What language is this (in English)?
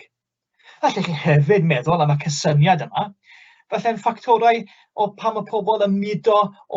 Welsh